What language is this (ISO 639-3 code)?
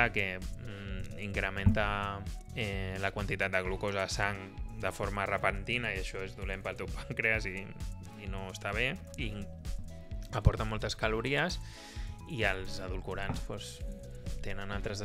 cat